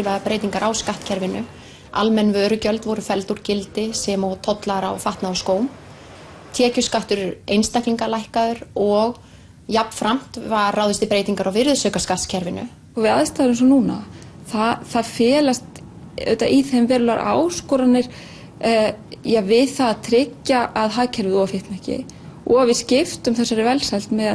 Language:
Icelandic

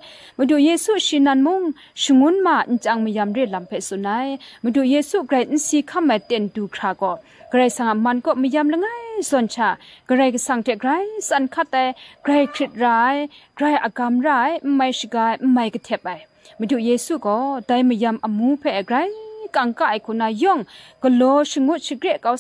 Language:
Kachin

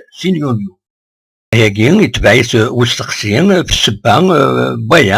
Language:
Kabyle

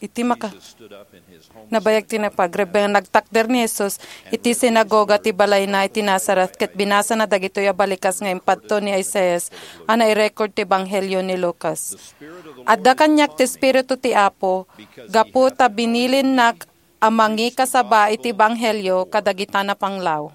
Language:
Iloko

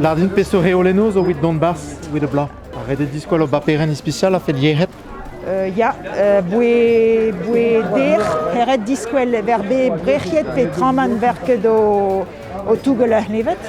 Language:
Breton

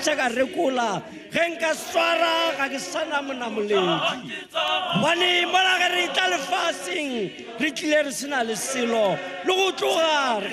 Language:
Tswana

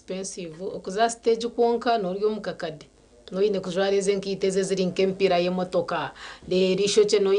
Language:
Nyankole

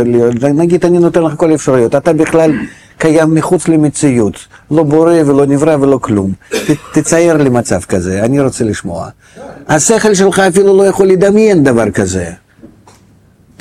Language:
Hebrew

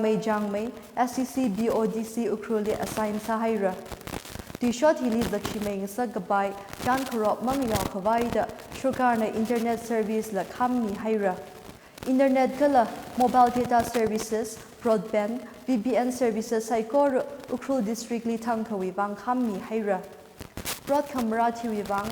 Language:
Tangkhul Naga (India)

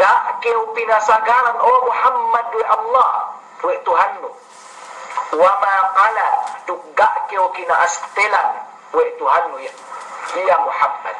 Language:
Yakan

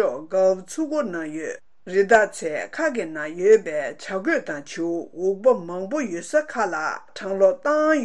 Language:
Tibetan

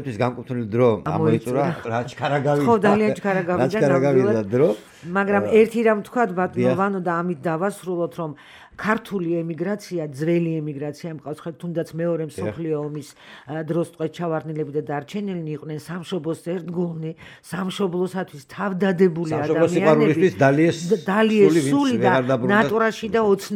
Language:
Georgian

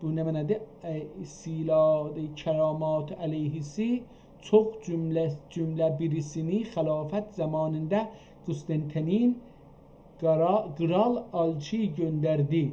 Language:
South Azerbaijani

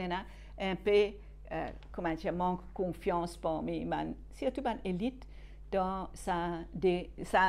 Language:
Morisyen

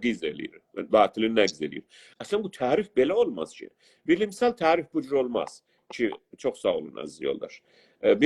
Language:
South Azerbaijani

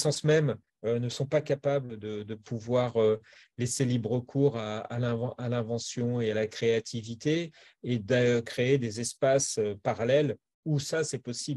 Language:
French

